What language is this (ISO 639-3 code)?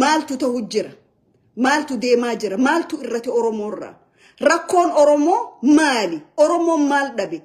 orm